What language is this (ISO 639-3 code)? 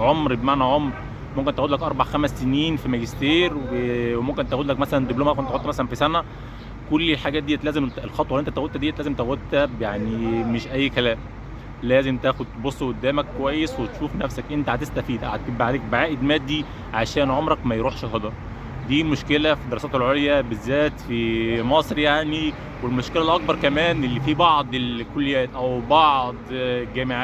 arz